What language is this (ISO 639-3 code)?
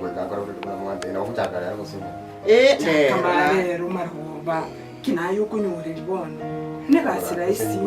guz